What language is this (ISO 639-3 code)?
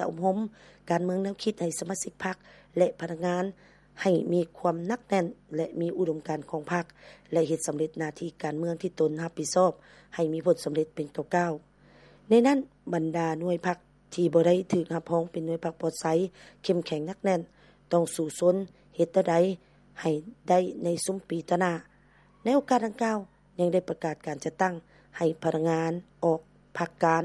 lao